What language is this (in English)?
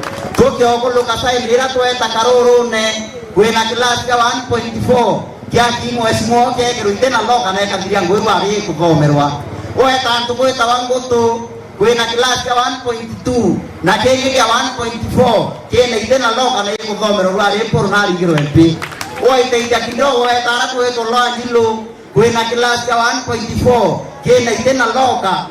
Meru